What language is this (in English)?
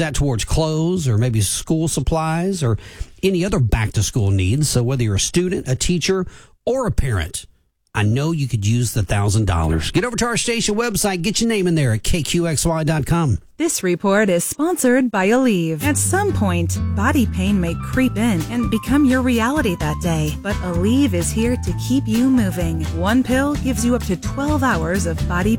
English